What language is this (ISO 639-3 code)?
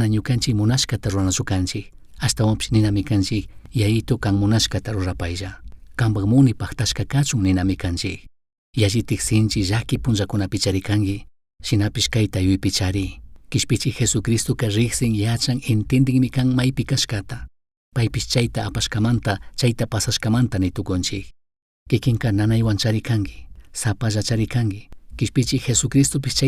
qug